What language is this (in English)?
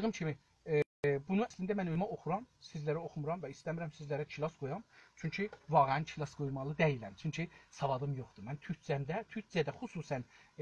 South Azerbaijani